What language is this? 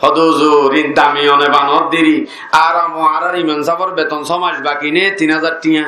Rohingya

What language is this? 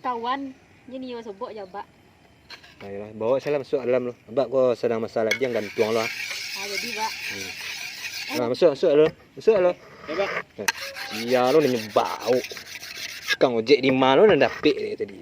Minangkabau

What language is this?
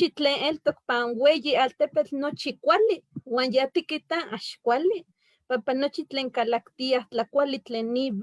Eastern Huasteca Nahuatl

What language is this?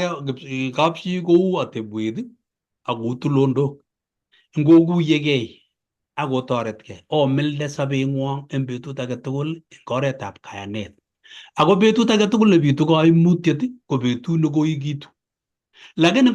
Kalenjin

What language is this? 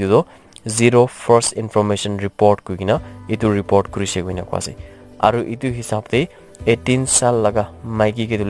Naga Pidgin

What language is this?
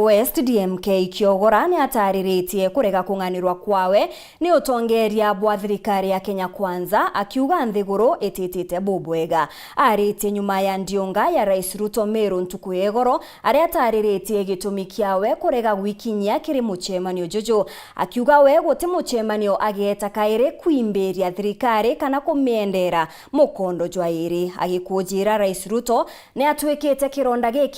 Meru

